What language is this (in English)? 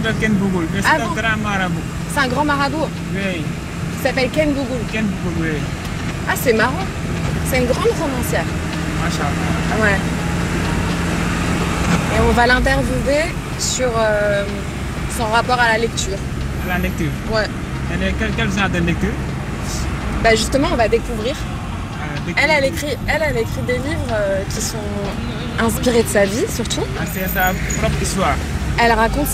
French